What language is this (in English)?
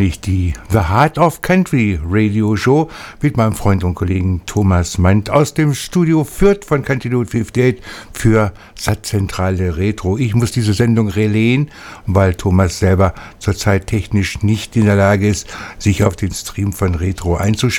German